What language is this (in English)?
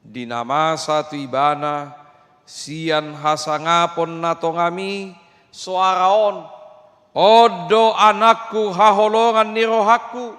Batak Toba